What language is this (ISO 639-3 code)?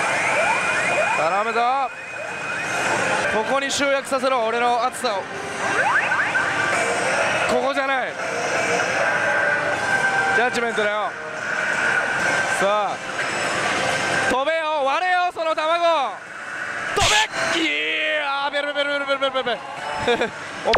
jpn